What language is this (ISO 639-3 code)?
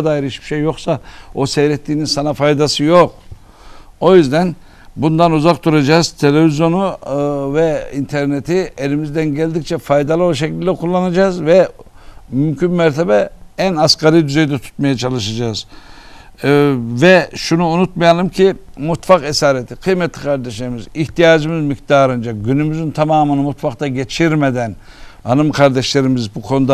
tur